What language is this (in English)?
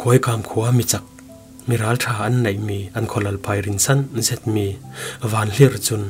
Falam Chin